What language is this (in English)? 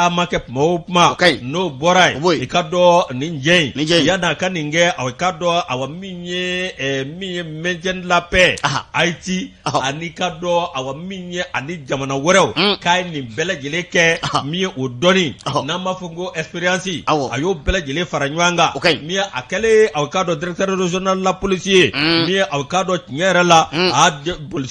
Bambara